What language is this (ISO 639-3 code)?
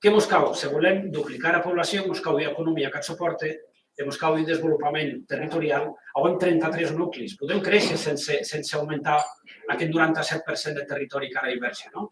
oci